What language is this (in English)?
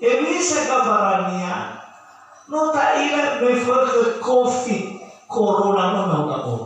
Nias